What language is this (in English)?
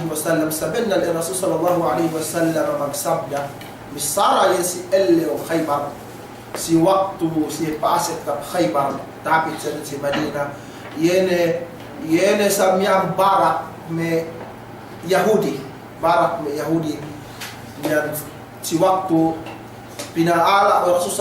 Yakan